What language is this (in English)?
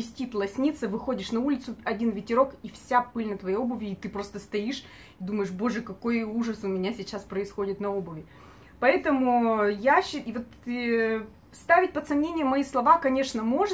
Russian